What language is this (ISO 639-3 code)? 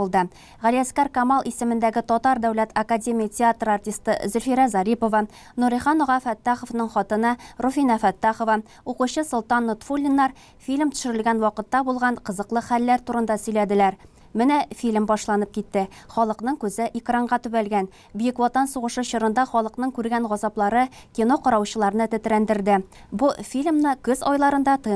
tat